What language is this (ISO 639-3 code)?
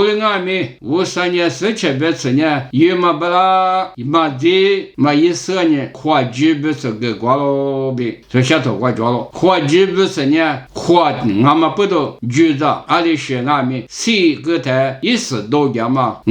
lis